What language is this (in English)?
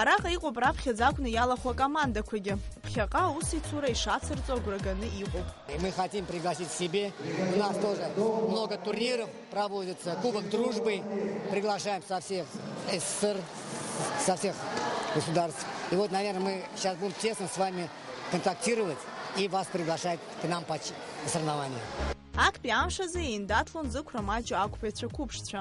Abkhazian